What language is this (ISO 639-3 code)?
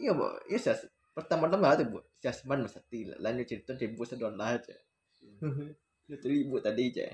min